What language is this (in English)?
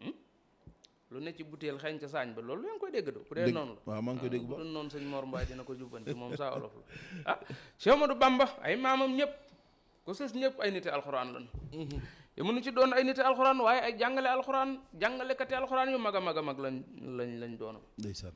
Wolof